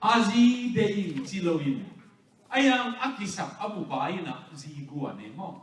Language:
Tedim Chin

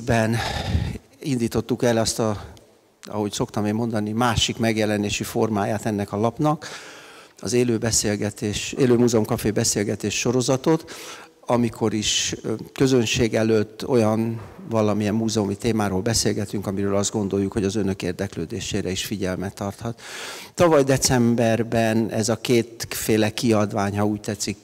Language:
Hungarian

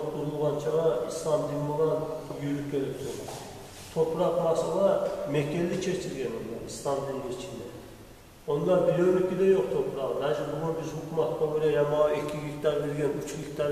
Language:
Kumyk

